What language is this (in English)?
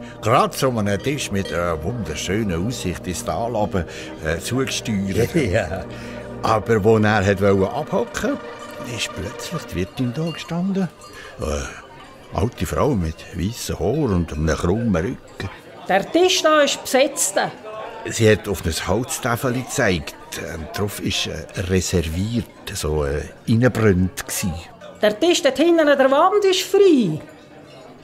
Swiss German